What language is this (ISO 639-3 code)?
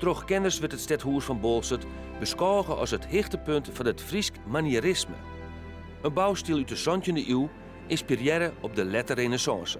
fry